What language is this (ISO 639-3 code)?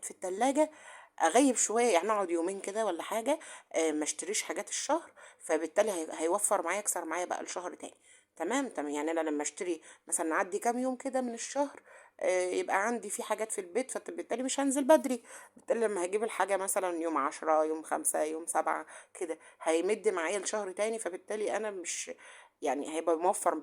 arz